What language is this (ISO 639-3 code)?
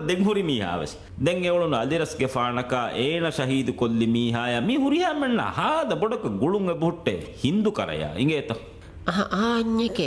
div